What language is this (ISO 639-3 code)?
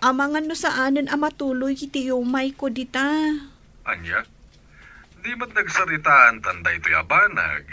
ilo